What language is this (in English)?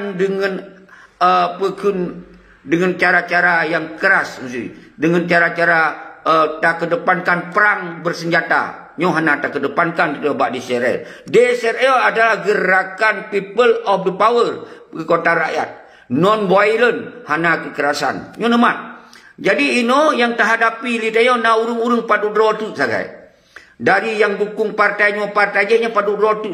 Achinese